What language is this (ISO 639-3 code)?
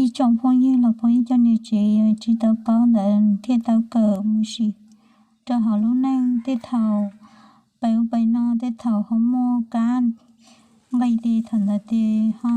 hmn